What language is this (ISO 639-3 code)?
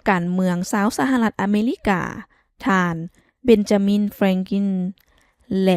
lao